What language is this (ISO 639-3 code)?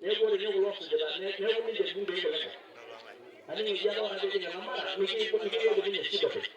mas